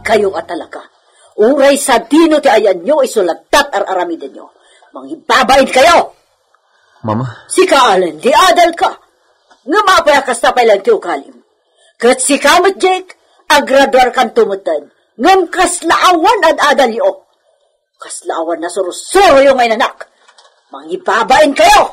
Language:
Iloko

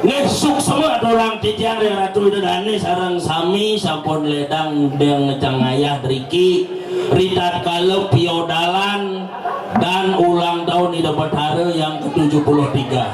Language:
Balinese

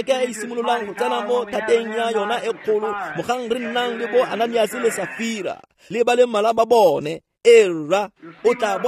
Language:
Tswana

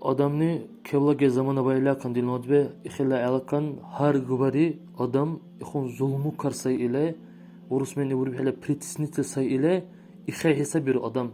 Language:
Dargwa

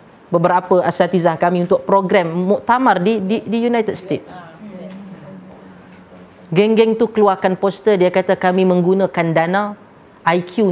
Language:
Malay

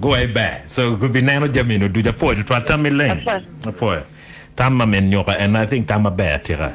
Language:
Acoli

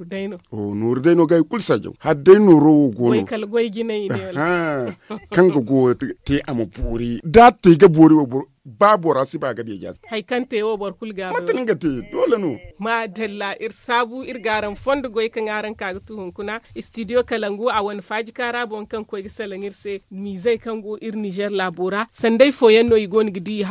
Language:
Zarma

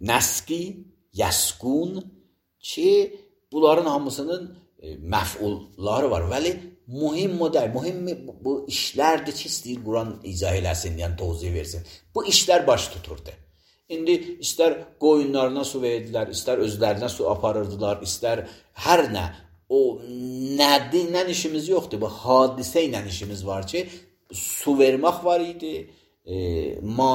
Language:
Azerbaijani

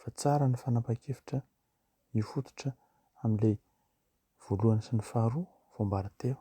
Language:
Malagasy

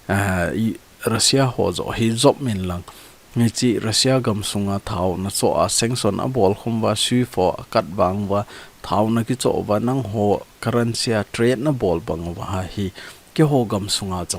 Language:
Thado Chin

